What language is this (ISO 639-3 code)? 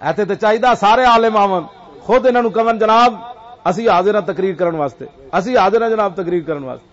lah